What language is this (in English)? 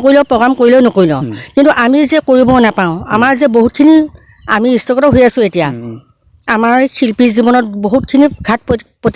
Assamese